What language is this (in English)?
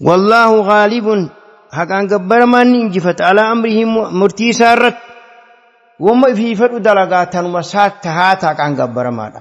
Oromo